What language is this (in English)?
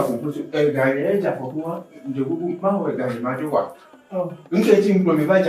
Ewe